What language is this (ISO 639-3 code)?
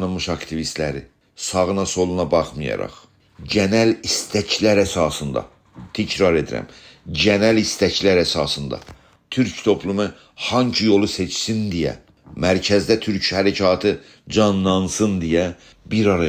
azb